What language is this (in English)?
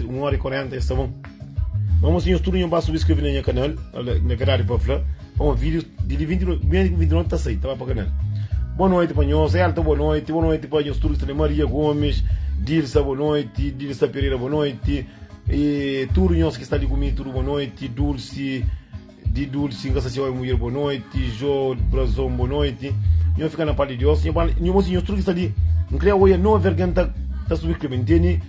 Kabuverdianu